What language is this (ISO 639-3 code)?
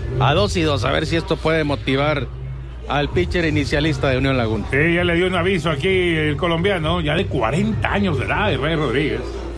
spa